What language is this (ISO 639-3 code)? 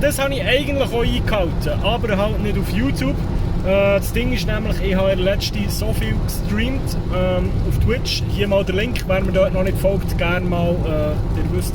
gsw